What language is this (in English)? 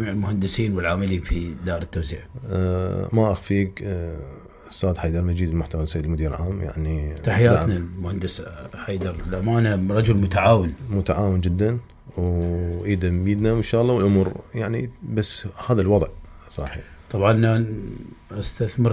Mesopotamian Arabic